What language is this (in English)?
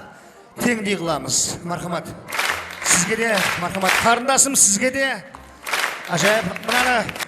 Kara-Kalpak